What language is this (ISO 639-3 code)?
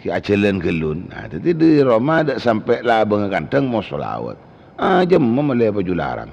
mad